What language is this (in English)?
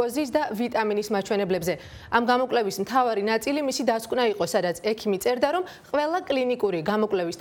Georgian